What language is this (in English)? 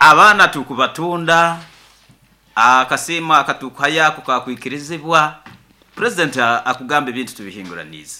Nyoro